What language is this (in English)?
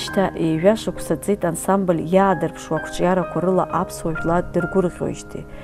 Abkhazian